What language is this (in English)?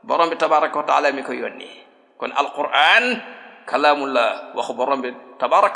Wolof